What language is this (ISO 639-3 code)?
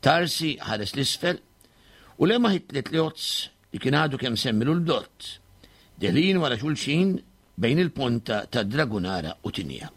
mlt